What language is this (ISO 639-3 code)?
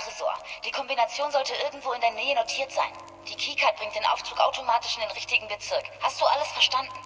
bar